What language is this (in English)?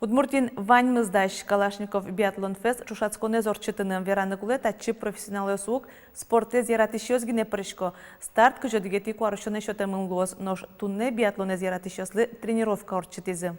Udmurt